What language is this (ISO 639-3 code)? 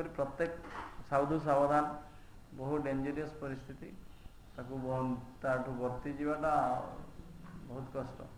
ori